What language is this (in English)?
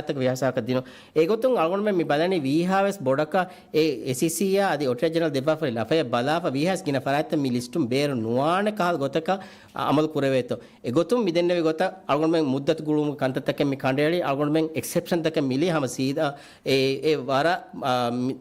Divehi